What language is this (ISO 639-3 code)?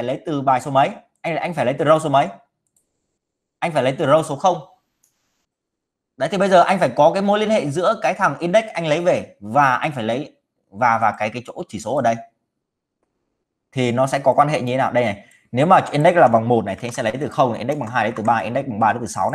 vie